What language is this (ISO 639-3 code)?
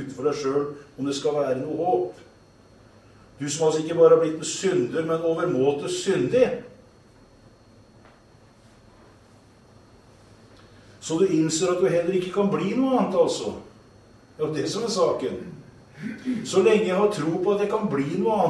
nor